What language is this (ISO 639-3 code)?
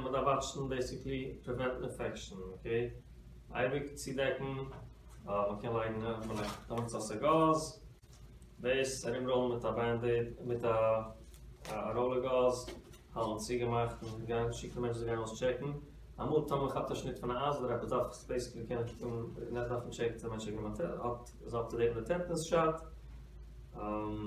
yid